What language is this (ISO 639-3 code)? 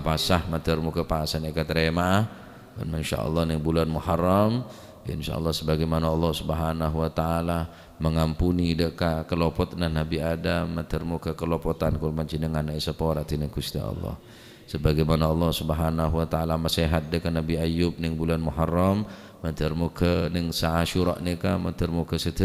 mad